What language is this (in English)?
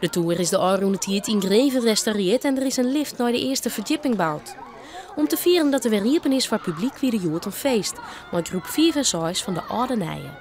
Western Frisian